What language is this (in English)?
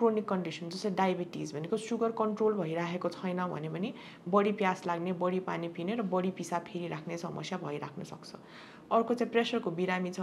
Nepali